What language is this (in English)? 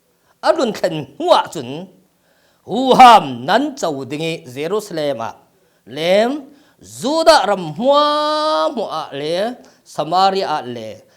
Falam Chin